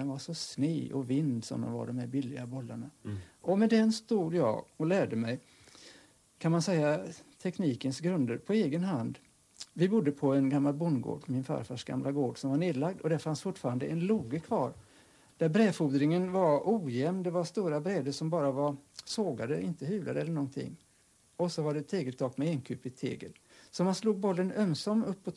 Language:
Swedish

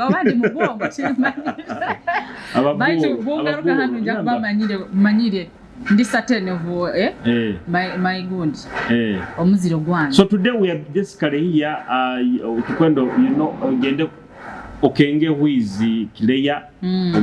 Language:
Nyoro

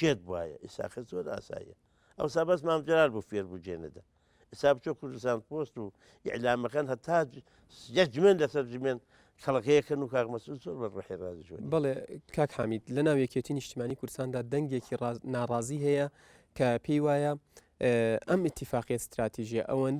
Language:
Central Kurdish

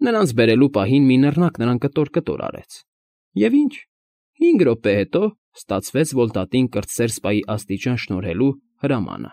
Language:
Armenian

